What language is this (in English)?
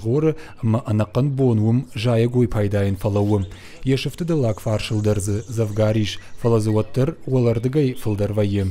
Ossetic